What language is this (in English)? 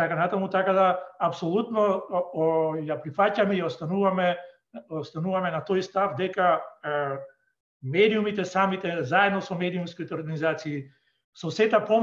Macedonian